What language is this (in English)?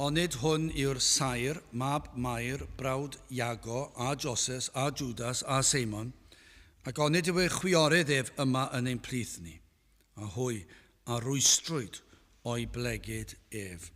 Welsh